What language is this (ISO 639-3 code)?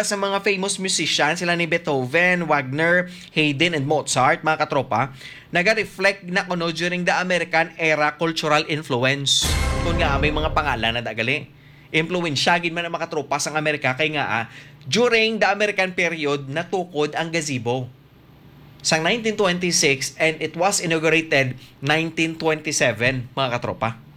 hil